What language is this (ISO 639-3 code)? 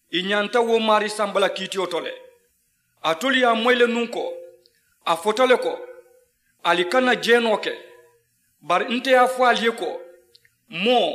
man